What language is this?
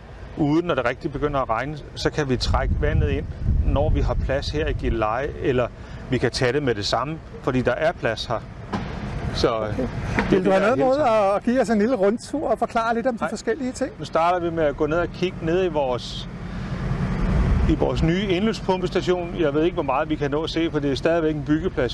Danish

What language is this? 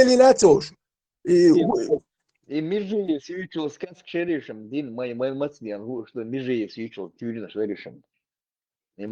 Chechen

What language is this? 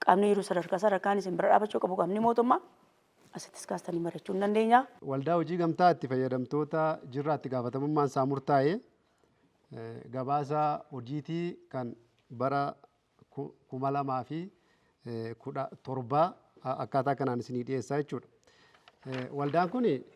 Oromo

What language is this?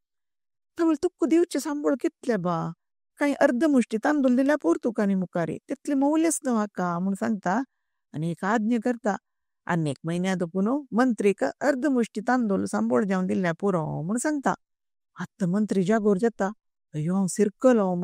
Konkani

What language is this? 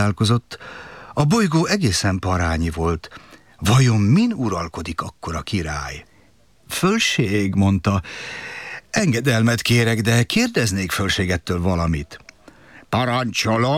Hungarian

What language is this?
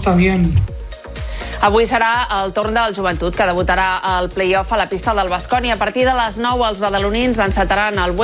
Catalan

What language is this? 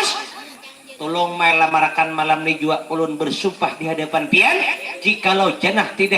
Banjar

